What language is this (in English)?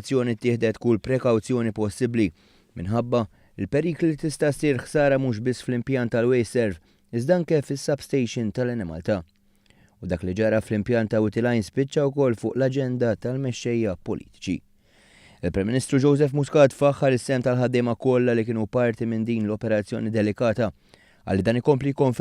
Maltese